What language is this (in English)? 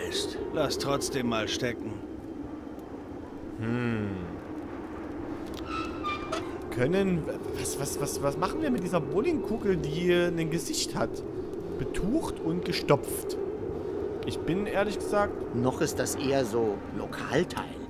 German